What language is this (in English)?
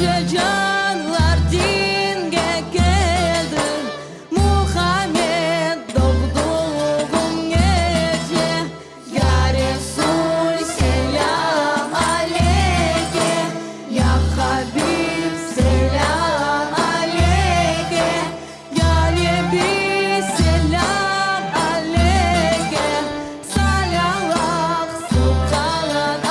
Crimean Tatar